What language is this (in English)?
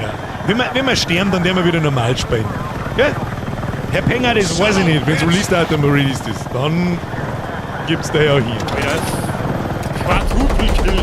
Bavarian